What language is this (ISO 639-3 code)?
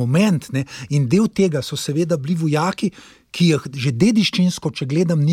slv